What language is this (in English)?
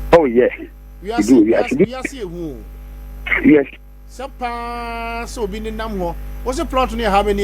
Akan